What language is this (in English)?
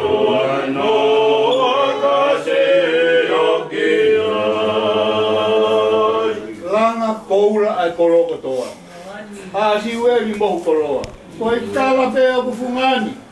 Tongan